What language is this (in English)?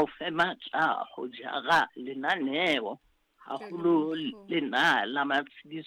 Southern Sotho